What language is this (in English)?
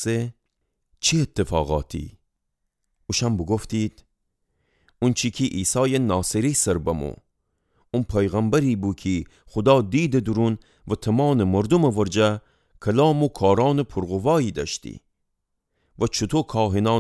Gilaki